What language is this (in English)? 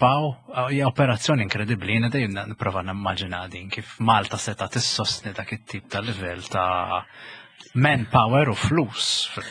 Maltese